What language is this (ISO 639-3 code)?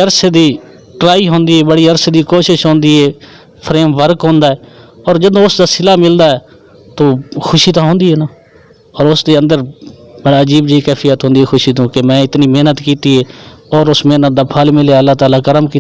skr